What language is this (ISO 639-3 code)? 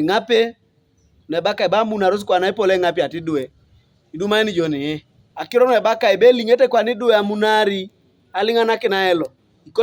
teo